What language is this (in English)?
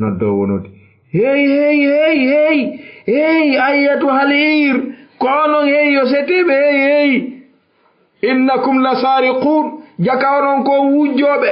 Fula